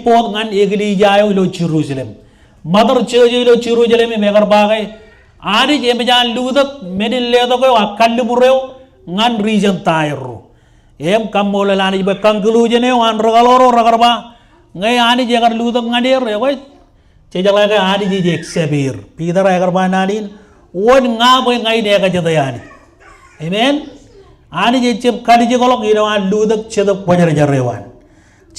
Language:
Marshallese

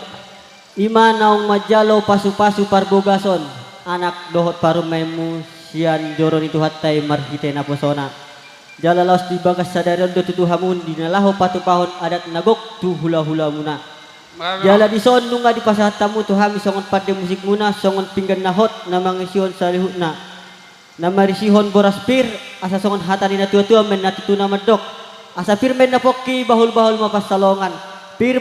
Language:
Batak Toba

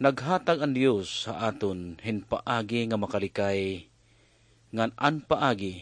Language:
Waray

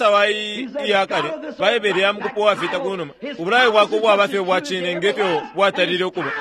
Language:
Bemba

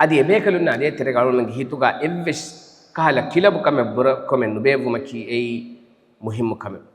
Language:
Divehi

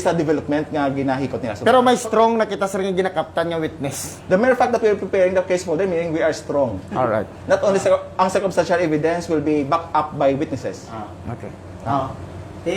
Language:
Hiligaynon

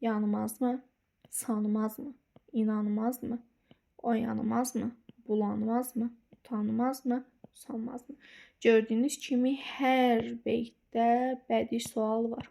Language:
Azerbaijani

